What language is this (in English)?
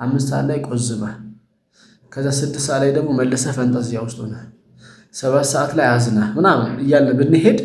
Amharic